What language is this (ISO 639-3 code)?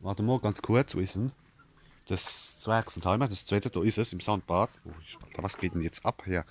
pfl